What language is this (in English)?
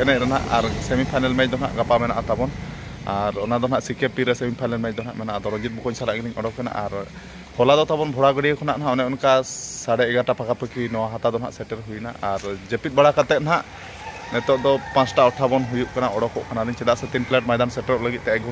Santali